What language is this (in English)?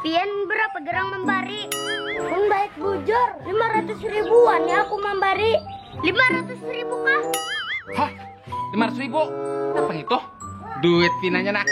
Banjar